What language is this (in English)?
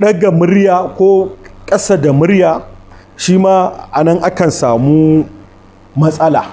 Hausa